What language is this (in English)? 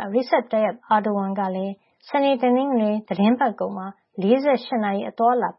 Burmese